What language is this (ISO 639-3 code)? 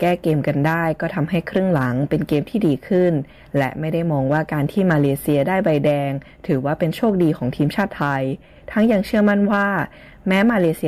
tha